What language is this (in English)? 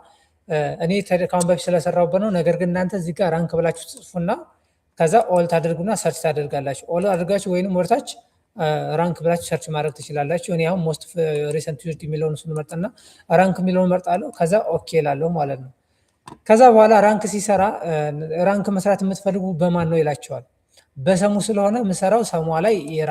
Amharic